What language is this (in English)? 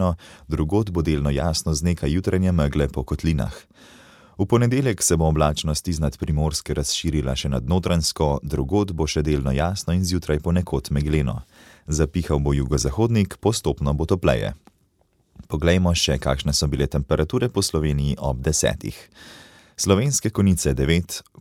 Slovenian